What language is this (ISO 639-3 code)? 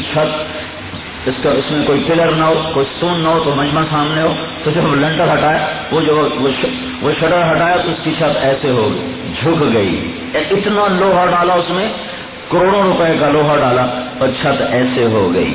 urd